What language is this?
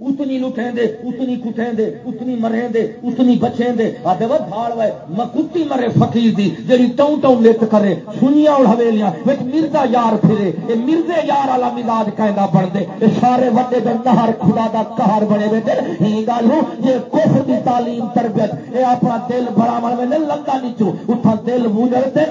Saraiki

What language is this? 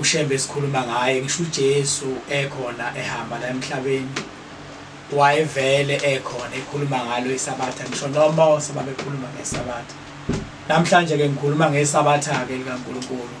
Zulu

